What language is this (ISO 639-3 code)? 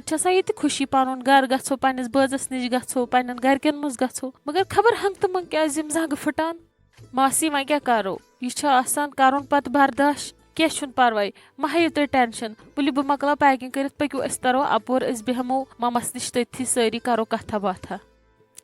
kas